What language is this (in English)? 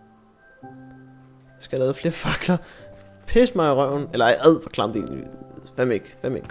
Danish